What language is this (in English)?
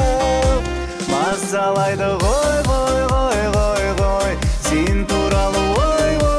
Kazakh